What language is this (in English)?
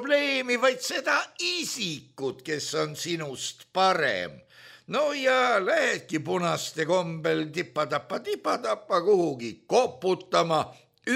Estonian